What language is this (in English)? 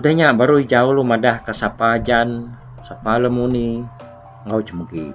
Iban